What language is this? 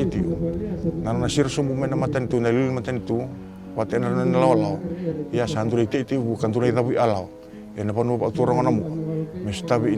Fijian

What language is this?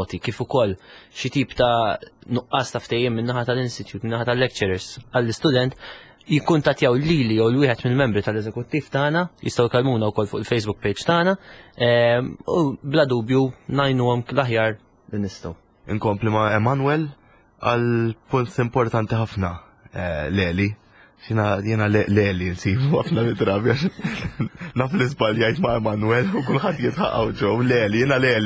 Maltese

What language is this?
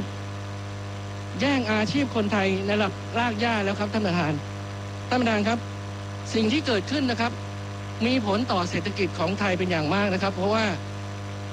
Thai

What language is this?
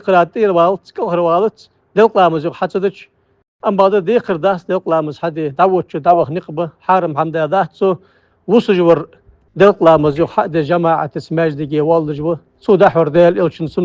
Ingush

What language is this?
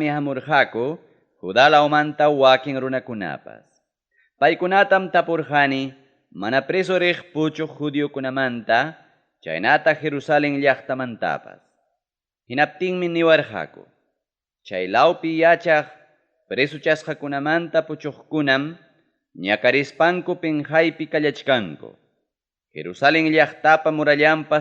Ayacucho Quechua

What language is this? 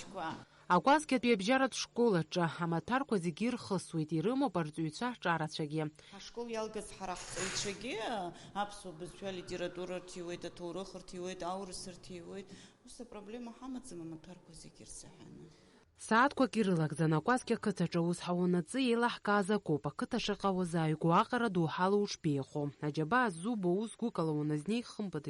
Abkhazian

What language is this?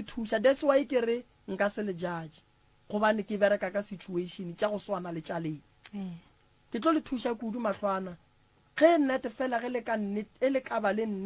Northern Sotho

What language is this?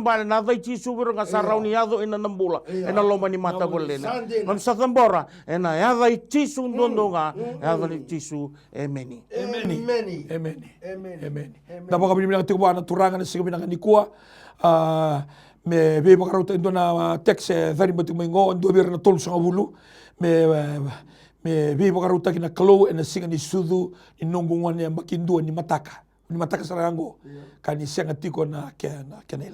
Fijian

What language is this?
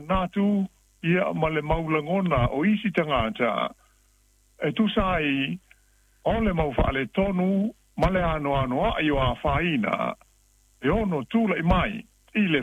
Samoan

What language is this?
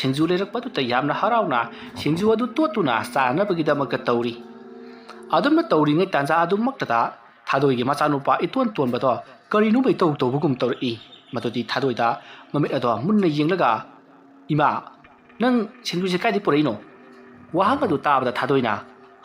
Manipuri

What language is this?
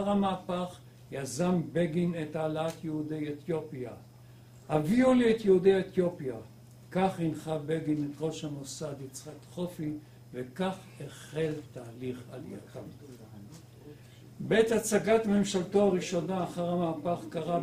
Hebrew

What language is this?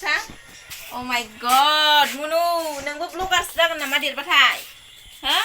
Bodo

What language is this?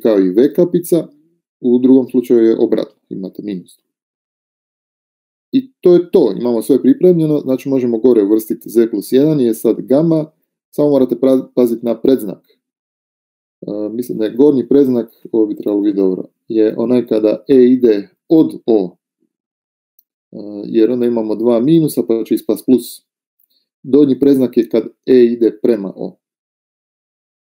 Croatian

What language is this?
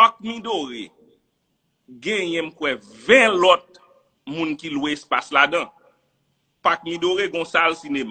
Haitian Creole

